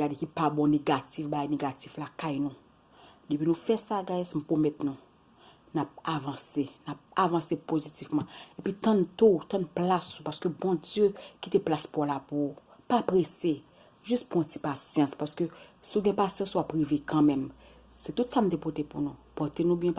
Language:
Haitian Creole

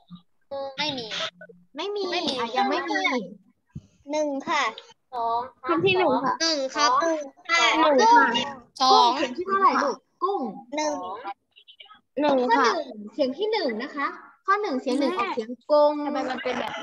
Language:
Thai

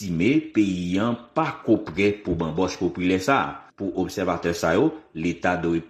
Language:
Haitian Creole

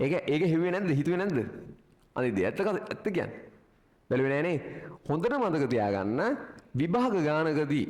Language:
Sinhala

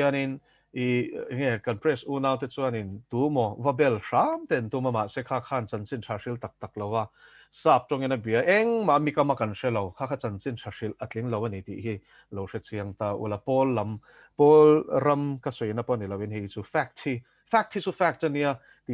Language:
Mizo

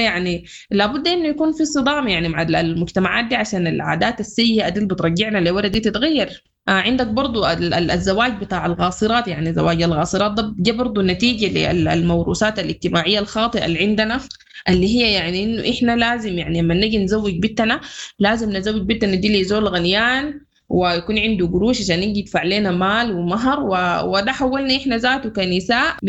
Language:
Sudanese Arabic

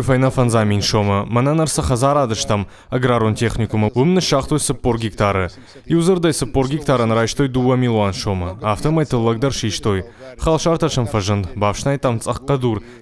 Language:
Ossetic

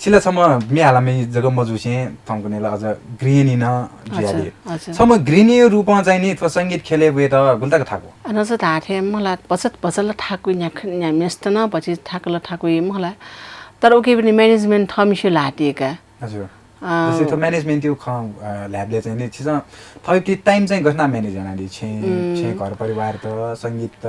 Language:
Newari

